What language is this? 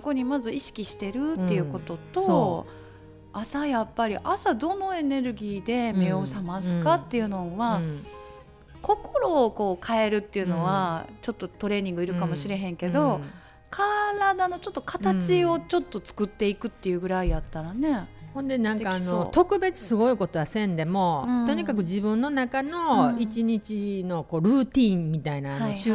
Japanese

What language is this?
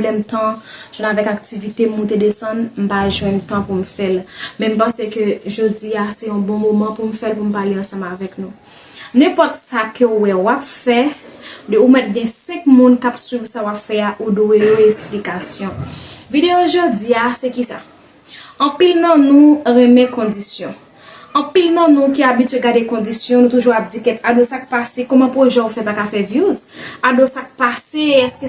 Haitian Creole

